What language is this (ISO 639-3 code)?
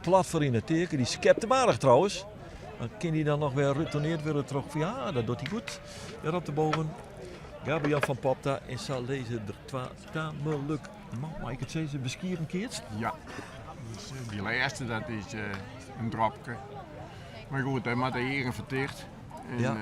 fry